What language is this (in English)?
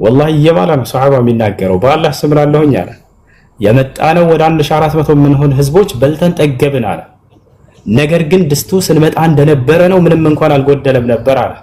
Amharic